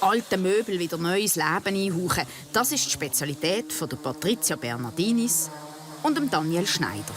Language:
Swiss German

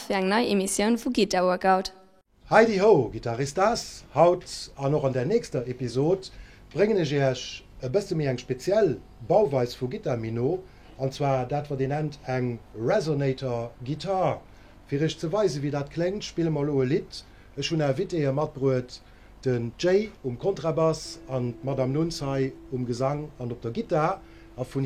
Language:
Luxembourgish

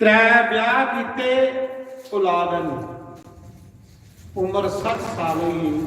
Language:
Dogri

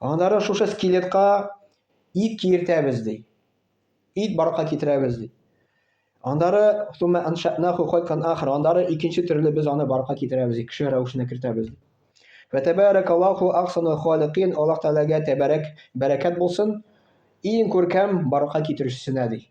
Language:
Tatar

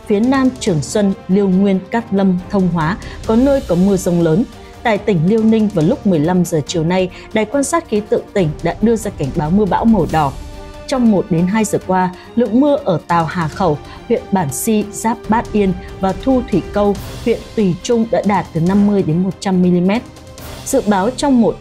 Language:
Vietnamese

